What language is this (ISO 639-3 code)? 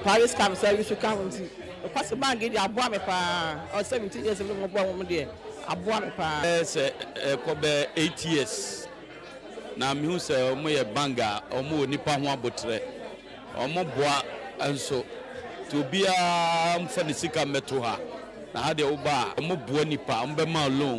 aka